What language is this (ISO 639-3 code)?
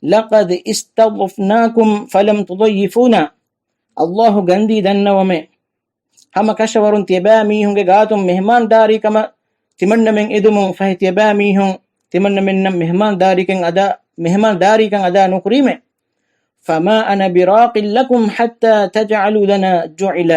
div